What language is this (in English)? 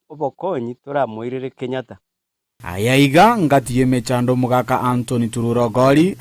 Gusii